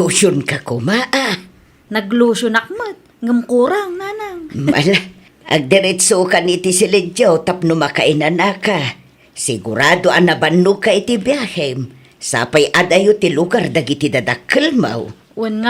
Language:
Iloko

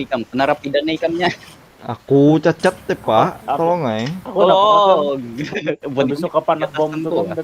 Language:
Banjar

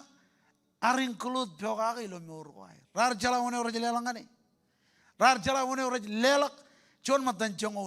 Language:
Marshallese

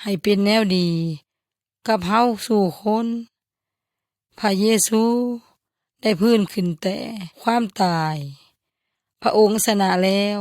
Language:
Yoy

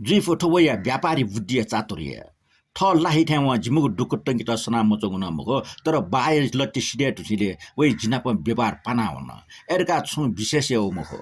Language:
Newari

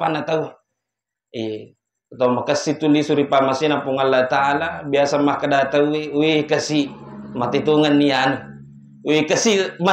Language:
Buginese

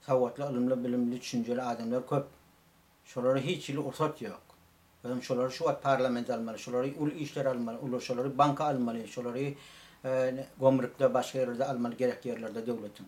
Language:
Turkmen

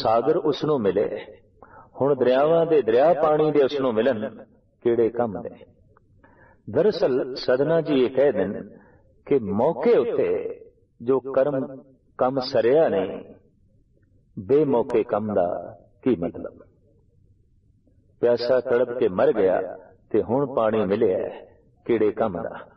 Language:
Punjabi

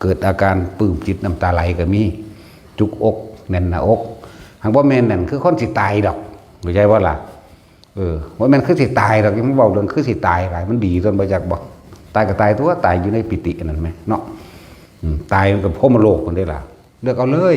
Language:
Northeastern Thai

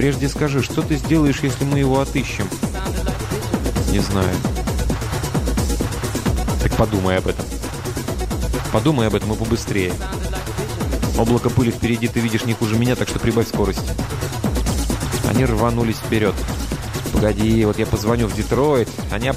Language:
Russian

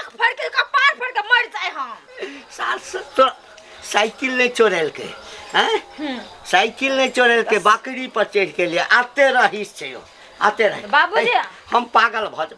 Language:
Maithili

